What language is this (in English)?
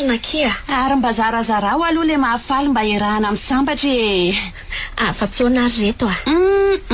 Malagasy